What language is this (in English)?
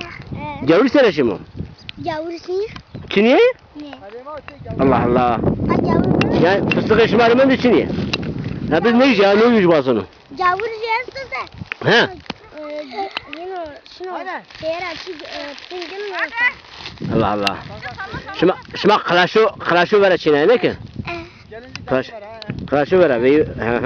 Zaza